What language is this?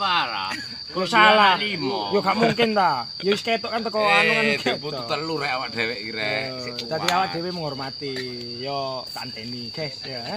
Javanese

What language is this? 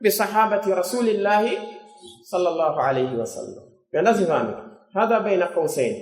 Pular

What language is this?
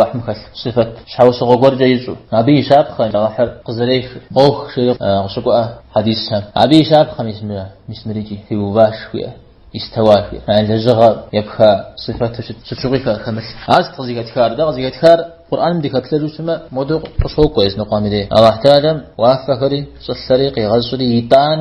Kabardian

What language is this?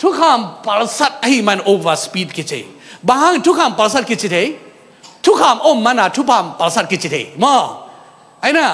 Tedim Chin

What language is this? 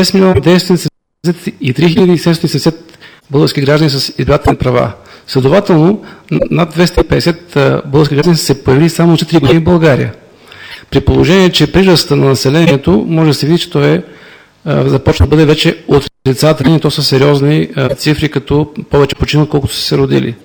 Bulgarian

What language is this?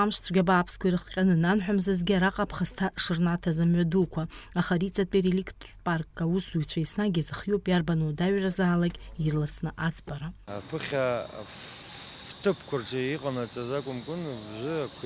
Abkhazian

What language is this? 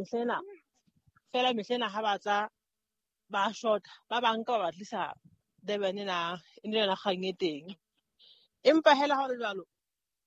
Southern Sotho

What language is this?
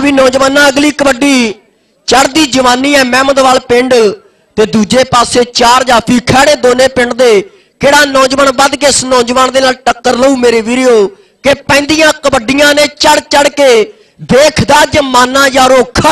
Punjabi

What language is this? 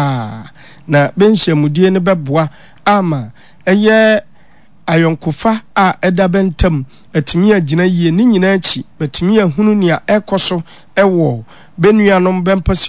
Akan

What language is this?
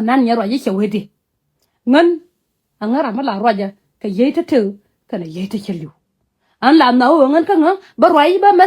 Nuer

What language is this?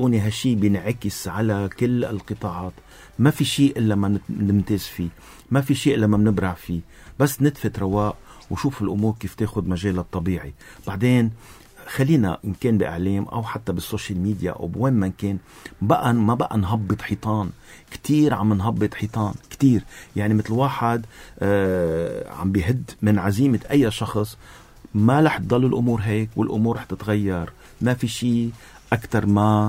North Levantine Arabic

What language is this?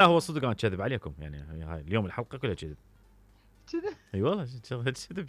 Mesopotamian Arabic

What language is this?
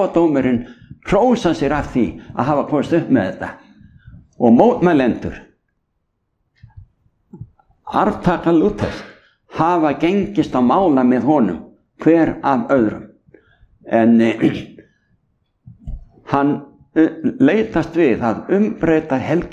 Icelandic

